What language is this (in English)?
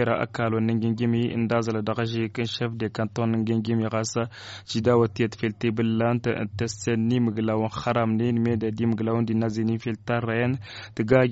Tamasheq